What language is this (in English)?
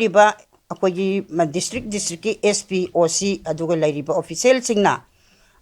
Manipuri